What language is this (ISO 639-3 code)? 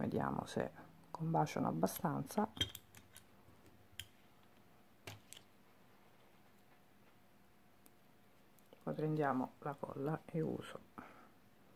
ita